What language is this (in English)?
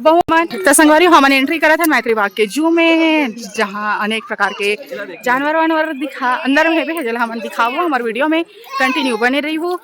Chhattisgarhi